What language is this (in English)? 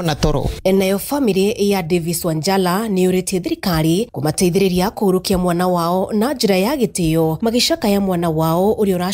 Kikuyu